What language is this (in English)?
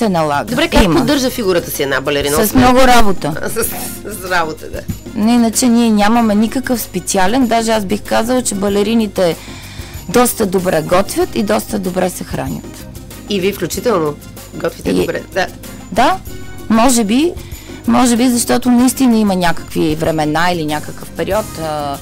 Bulgarian